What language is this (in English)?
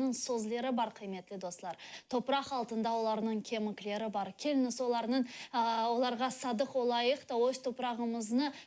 Crimean Tatar